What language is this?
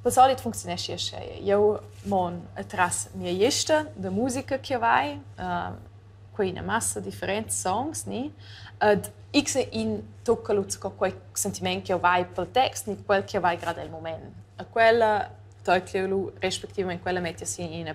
Romansh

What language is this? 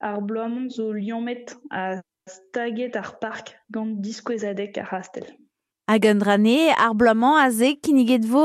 Breton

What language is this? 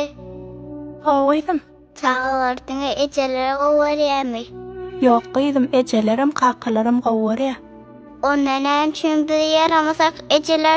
Turkmen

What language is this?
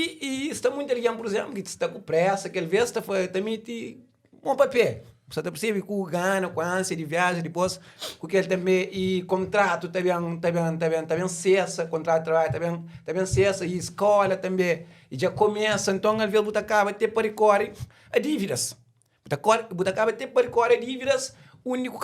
Kabuverdianu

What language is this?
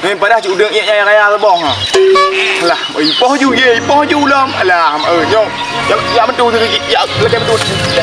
Achinese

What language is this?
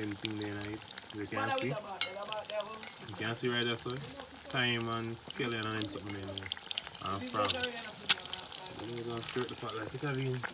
Jamaican Creole English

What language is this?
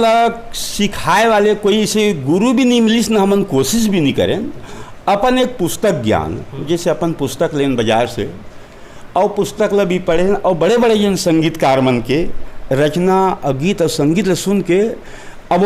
Chhattisgarhi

